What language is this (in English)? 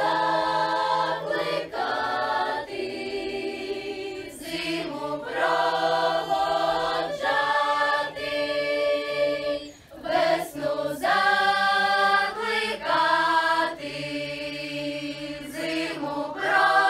Ukrainian